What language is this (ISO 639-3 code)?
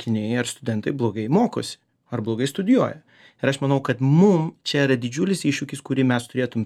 lit